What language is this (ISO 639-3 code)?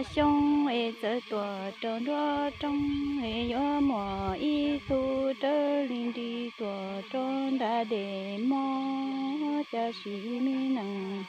hmn